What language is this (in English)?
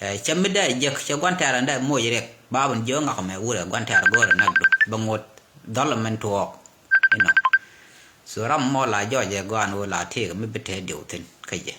Nuer